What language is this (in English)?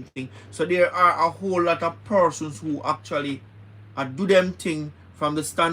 Jamaican Creole English